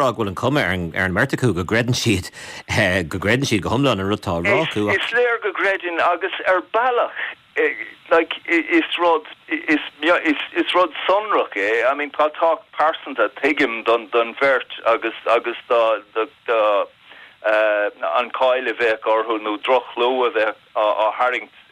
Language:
Irish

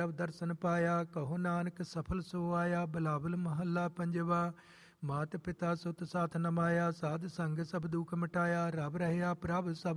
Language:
Punjabi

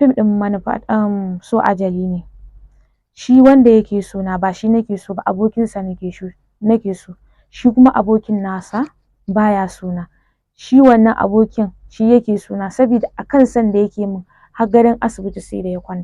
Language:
Hausa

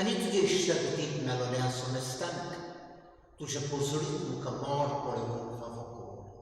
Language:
Konkani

